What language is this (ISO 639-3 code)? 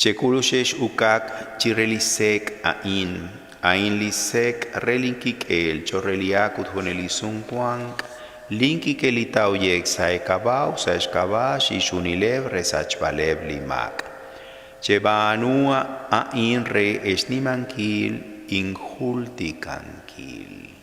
kek